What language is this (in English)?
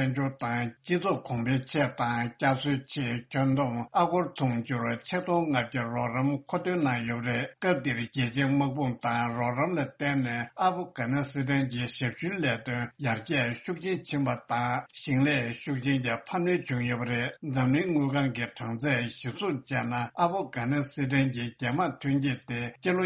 Tibetan